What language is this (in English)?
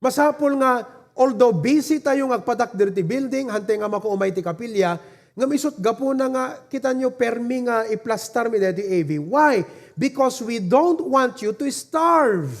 Iloko